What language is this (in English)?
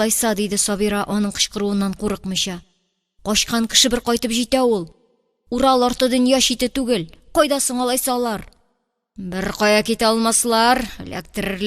Tatar